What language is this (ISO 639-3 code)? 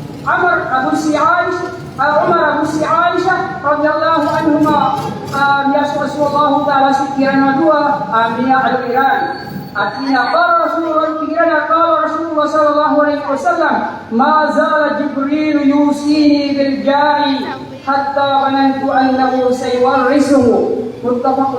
mrw